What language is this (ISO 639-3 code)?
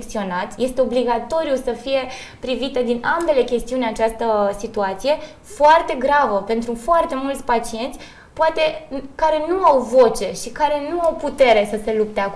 ron